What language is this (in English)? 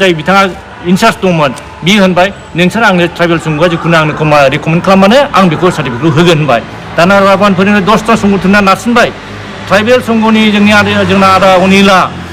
Bodo